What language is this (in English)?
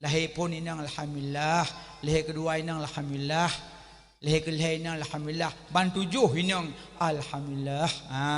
Achinese